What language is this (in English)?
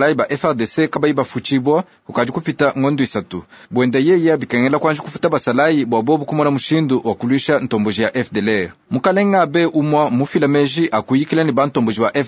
Luba-Lulua